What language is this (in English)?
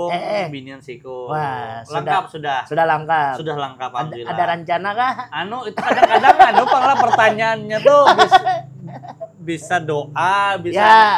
Banjar